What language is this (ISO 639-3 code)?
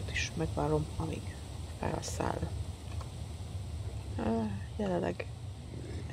hun